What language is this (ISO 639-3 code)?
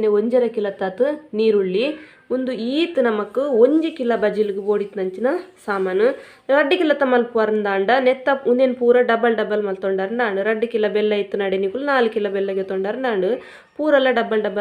tcy